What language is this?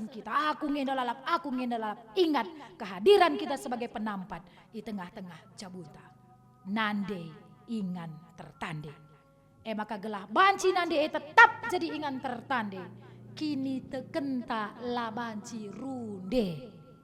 Batak Karo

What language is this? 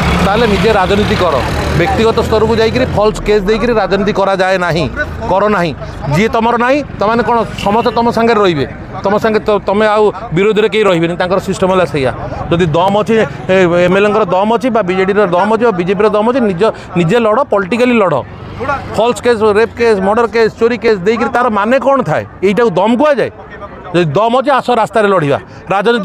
Odia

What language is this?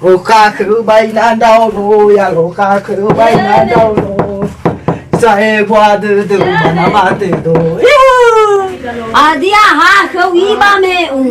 Nias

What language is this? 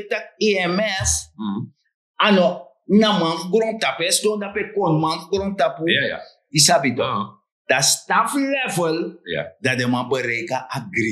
Sranan Tongo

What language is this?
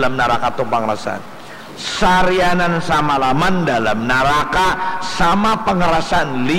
Banjar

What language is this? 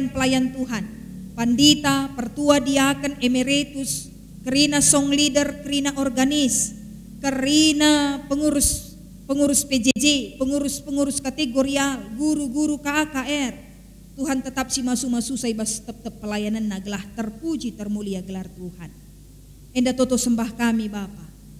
Batak Karo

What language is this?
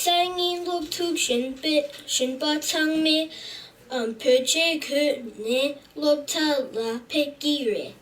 Tibetan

